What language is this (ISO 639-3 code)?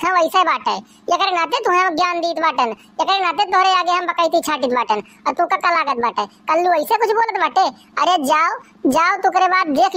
awa